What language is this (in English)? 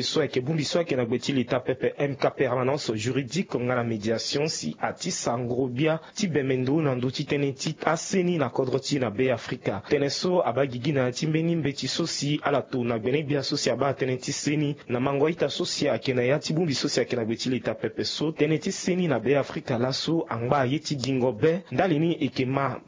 Sango